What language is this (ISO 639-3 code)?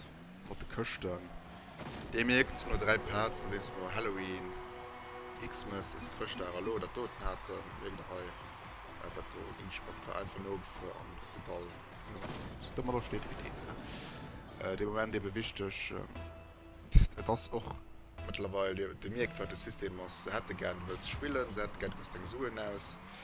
ltz